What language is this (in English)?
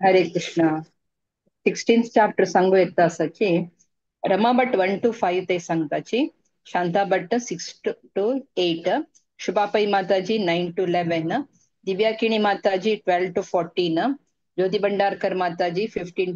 Konkani